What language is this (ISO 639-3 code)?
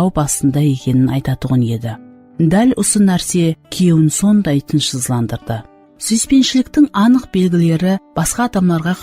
kaa